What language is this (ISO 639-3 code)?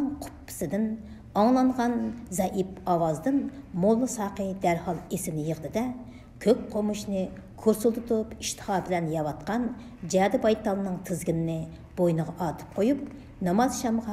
uig